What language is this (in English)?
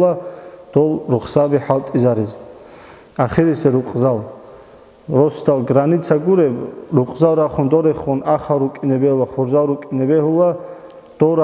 Avaric